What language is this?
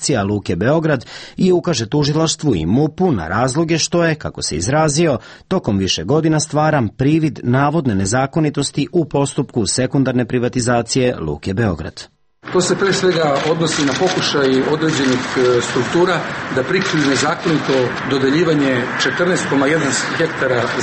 Serbian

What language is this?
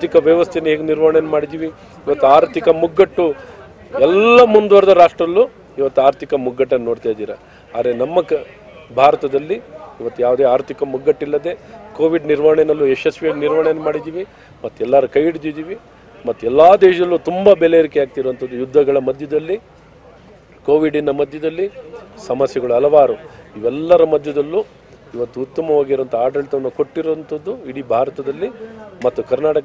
Kannada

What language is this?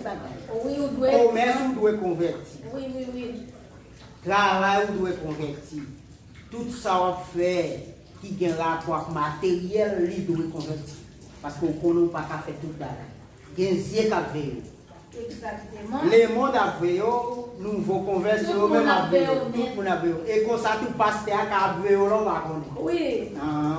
Haitian Creole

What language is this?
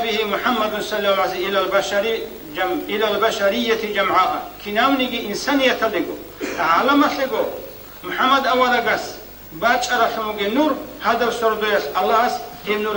Avaric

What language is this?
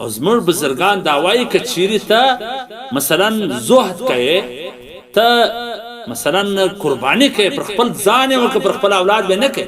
Pashto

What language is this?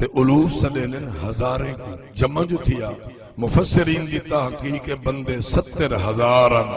Saraiki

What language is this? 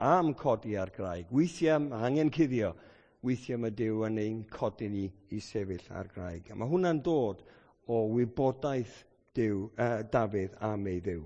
Welsh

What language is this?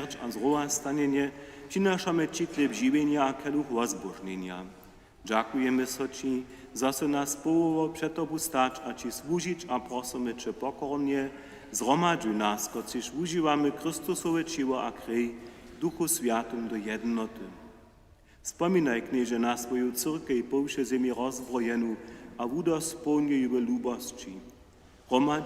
Upper Sorbian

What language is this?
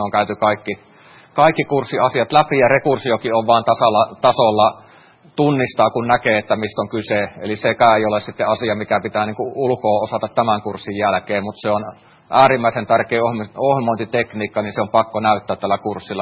Finnish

